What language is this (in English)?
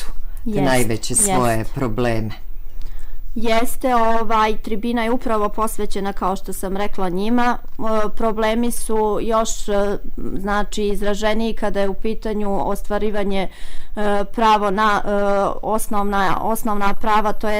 Serbian